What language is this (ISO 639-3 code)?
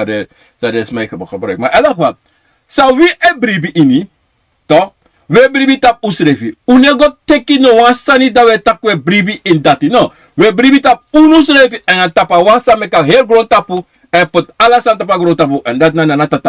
srn